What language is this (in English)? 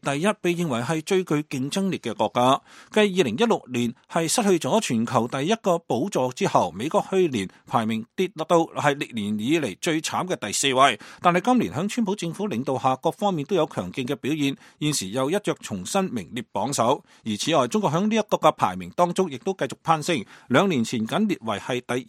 Cantonese